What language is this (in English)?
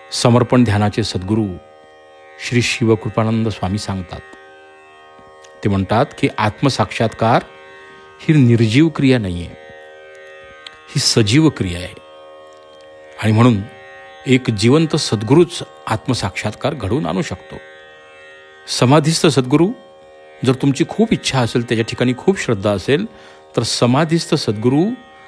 Marathi